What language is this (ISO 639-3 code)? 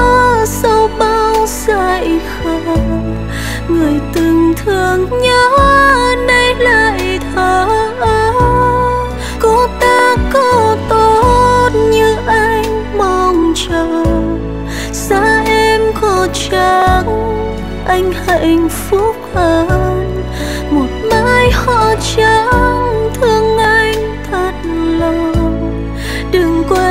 vie